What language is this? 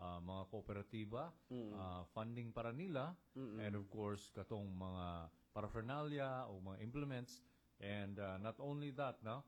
Cebuano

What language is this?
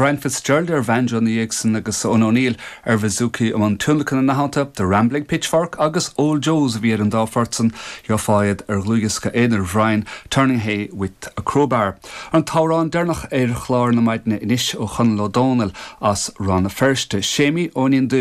Irish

